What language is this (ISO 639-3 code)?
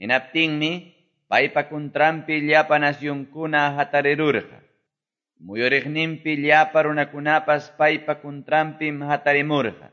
que